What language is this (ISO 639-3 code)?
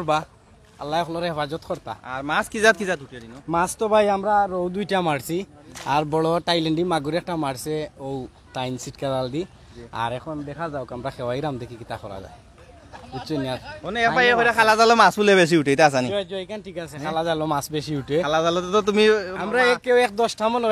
syl